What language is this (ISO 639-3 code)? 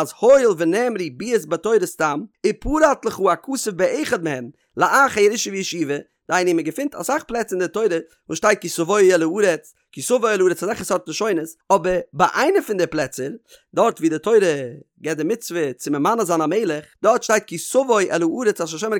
yid